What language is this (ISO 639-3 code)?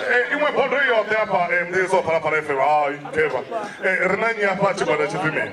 ven